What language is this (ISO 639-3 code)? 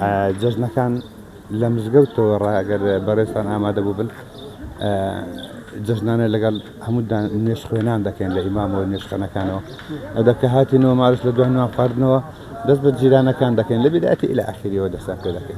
ckb